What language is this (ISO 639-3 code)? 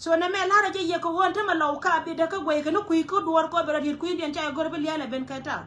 nus